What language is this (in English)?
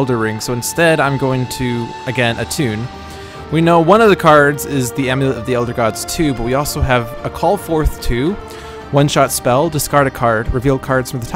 English